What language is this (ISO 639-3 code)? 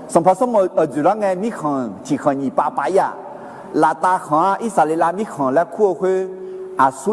ahk